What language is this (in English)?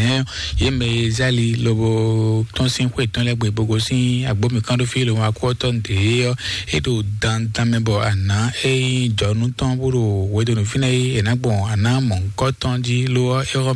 Fon